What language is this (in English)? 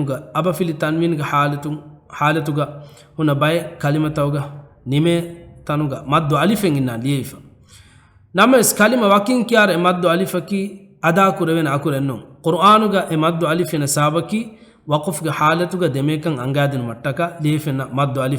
Divehi